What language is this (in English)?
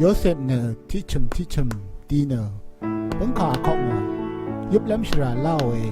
Rawang